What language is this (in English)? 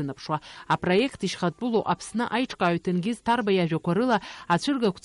Abkhazian